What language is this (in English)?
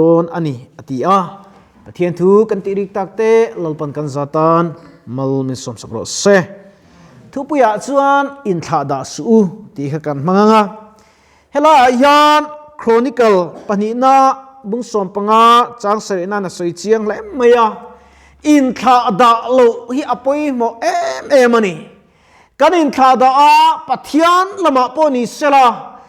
Mizo